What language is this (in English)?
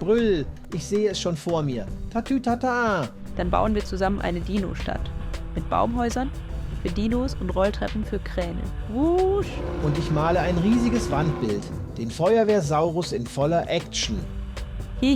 Swiss German